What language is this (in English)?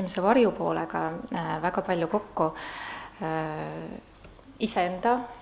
Estonian